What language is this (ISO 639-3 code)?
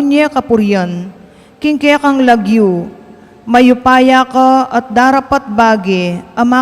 pam